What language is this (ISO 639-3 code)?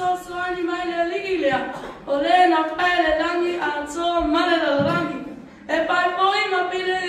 smo